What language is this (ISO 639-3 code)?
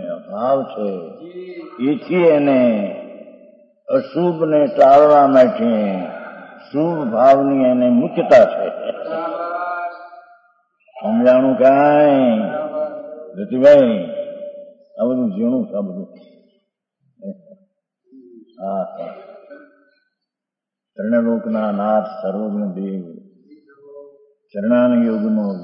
guj